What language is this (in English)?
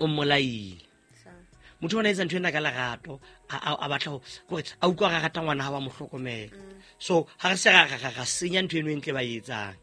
Southern Sotho